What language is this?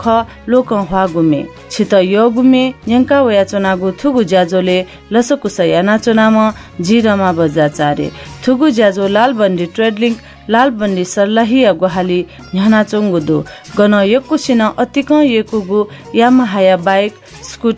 Newari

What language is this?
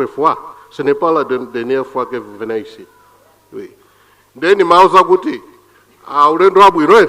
Nyanja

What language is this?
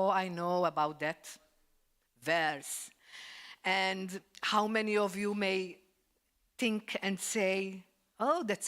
English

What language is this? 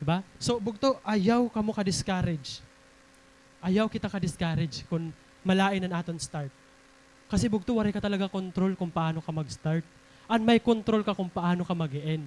Waray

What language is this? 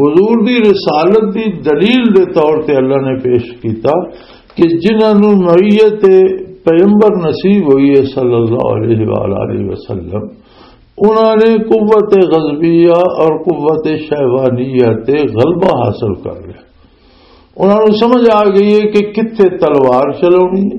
Western Panjabi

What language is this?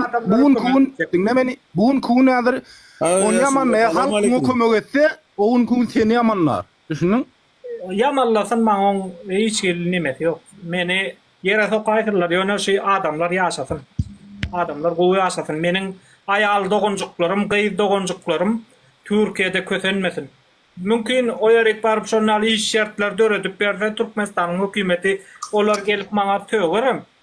Turkmen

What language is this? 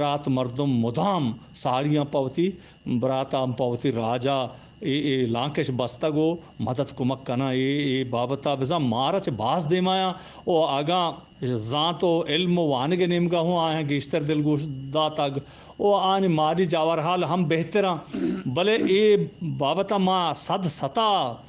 Eastern Balochi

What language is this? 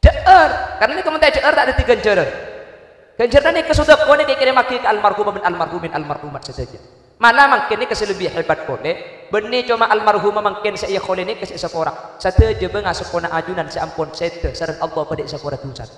Madurese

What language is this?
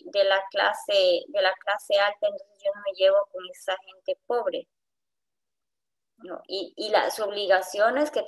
Spanish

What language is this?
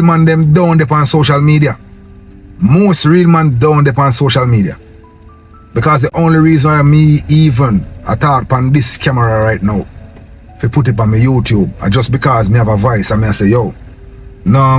Jamaican Creole English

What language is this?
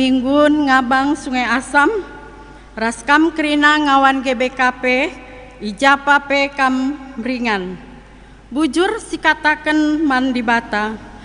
Batak Karo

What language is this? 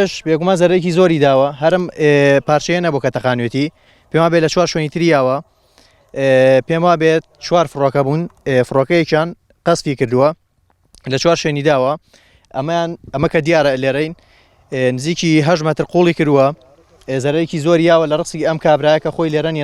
Central Kurdish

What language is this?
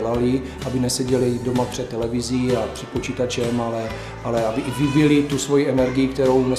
Czech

